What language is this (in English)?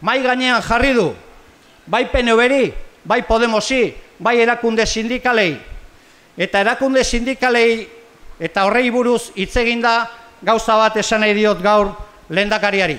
Basque